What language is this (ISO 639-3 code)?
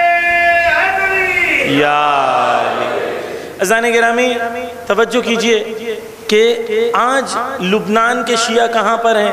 urd